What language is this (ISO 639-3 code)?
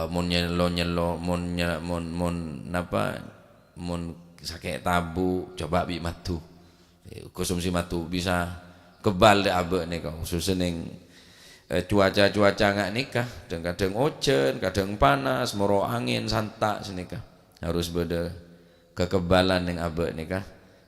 mad